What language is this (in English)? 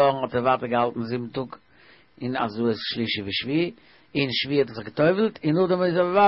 Yiddish